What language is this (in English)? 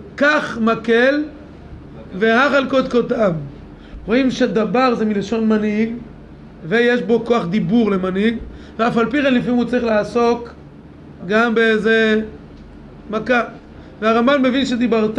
Hebrew